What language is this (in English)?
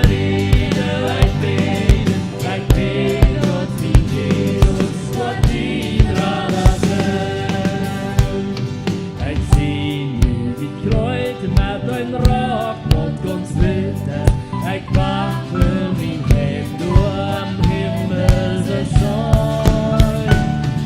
Plautdietsch